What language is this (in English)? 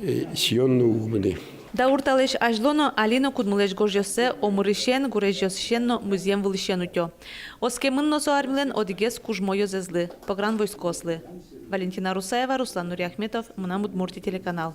Udmurt